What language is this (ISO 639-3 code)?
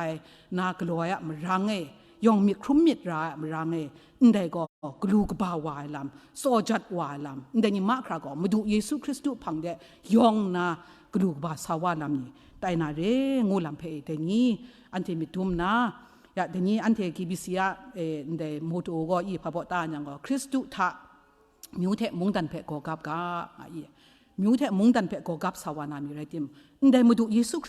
kac